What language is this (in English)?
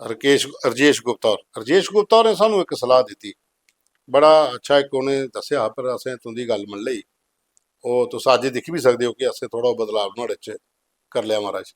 Dogri